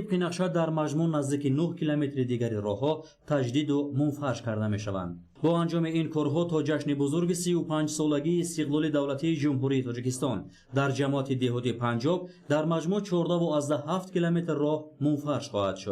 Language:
Tajik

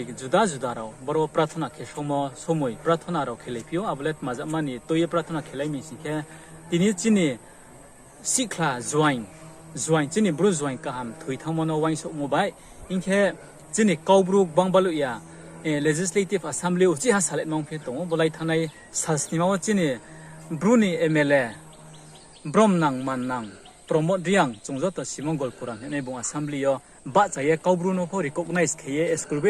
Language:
Riang (India)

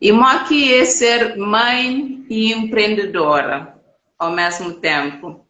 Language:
Kabuverdianu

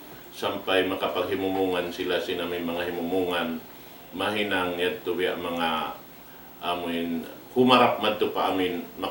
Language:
Tausug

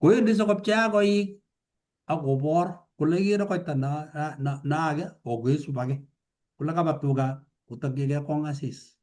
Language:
Kalenjin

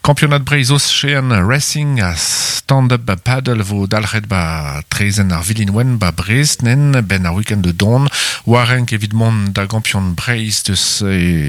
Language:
Breton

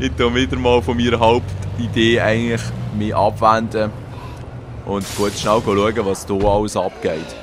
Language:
Swiss German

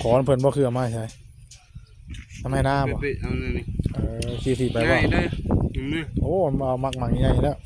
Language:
Northeastern Thai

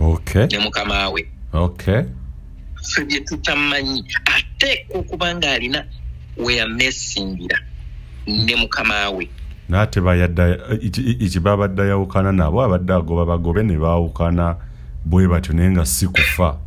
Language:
Ganda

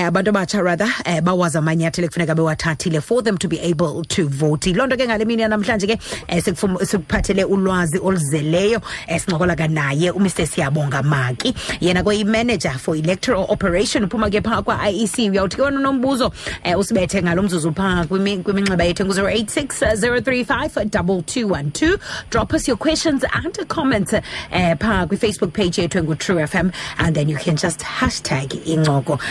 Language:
Xhosa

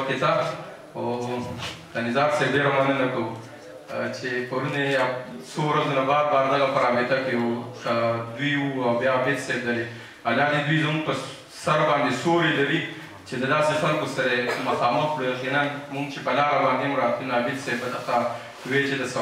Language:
Pashto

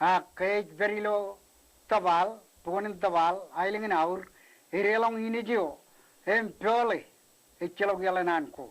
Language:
Marshallese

